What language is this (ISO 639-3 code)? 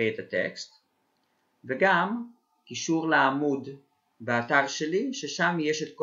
heb